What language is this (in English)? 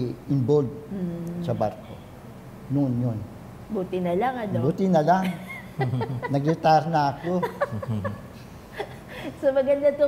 Filipino